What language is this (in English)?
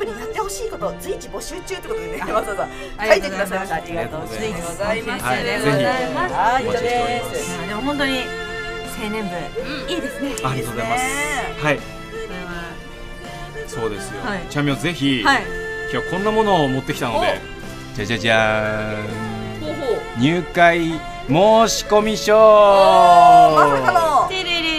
Japanese